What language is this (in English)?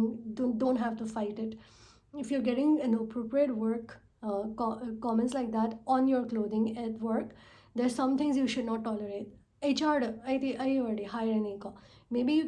Manipuri